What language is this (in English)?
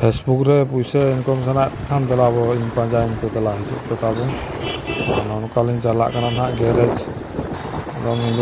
Santali